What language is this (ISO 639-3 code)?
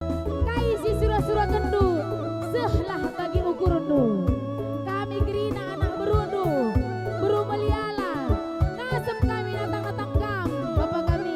btx